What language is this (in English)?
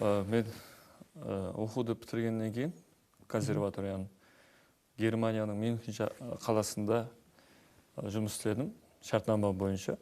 Kara-Kalpak